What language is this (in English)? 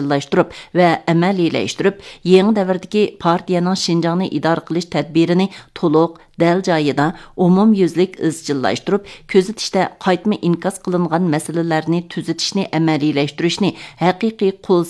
Uyghur